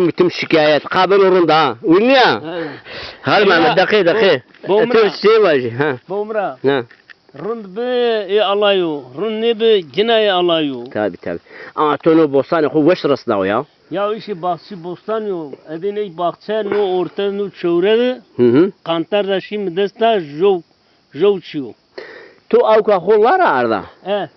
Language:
Zaza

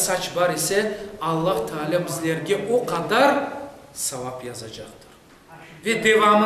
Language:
Crimean Tatar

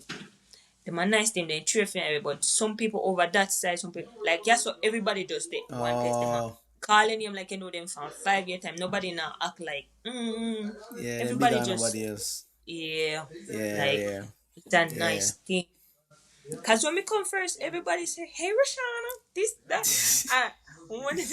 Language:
Jamaican Creole English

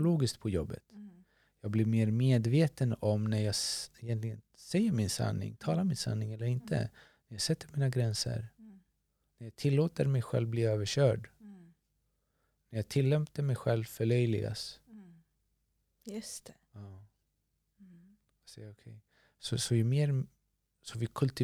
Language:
Swedish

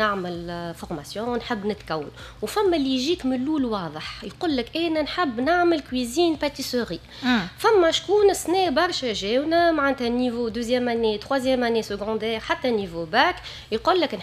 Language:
Tunisian Arabic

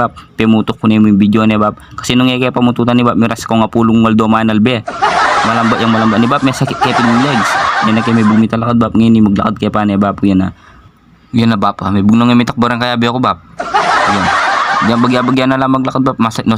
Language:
Pampanga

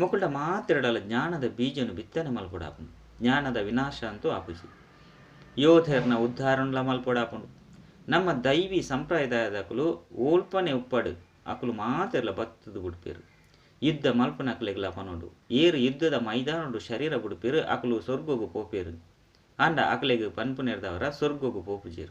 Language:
Tulu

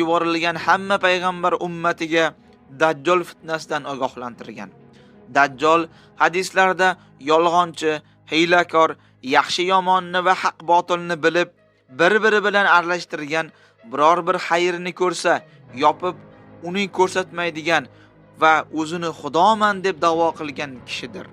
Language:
Uzbek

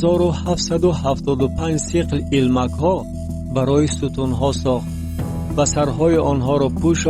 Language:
Tajik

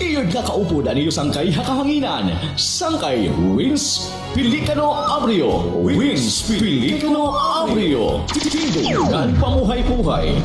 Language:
Waray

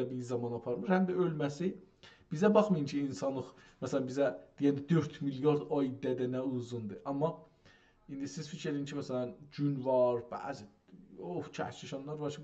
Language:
South Azerbaijani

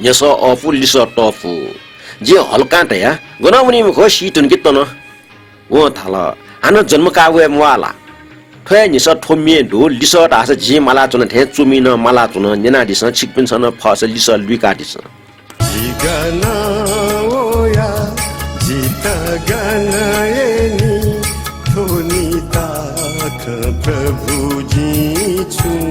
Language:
Newari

